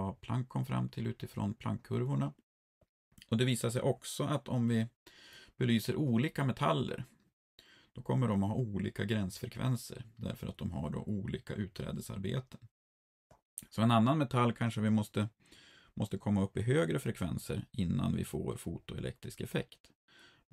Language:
Swedish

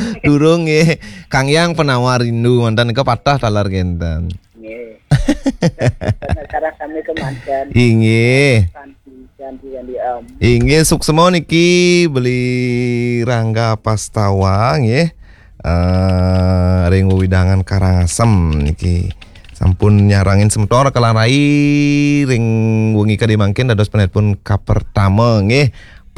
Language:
Balinese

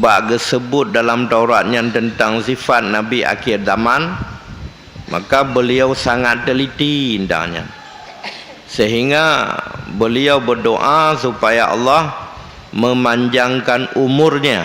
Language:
Achinese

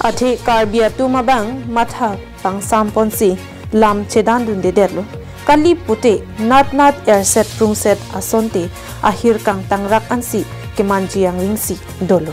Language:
Karbi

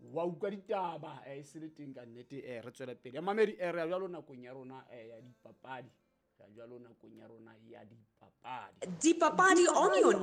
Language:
Southern Sotho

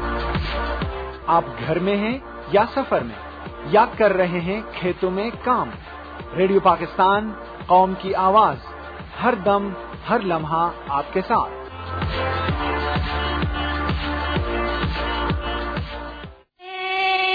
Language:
Urdu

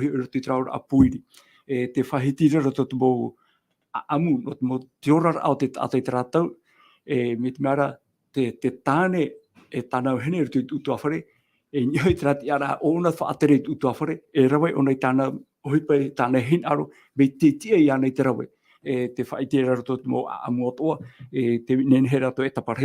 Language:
Tahitian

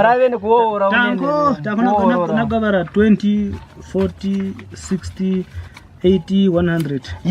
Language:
Kwangali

